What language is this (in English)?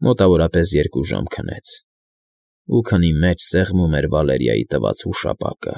Armenian